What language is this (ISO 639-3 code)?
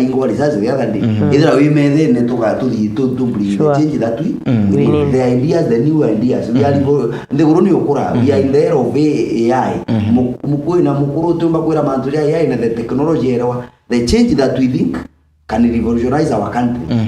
mer